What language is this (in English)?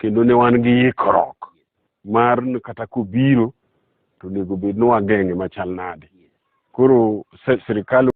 Luo (Kenya and Tanzania)